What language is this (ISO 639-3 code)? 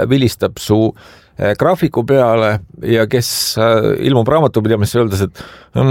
est